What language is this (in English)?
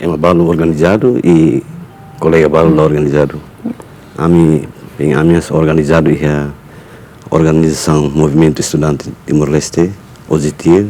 Tetum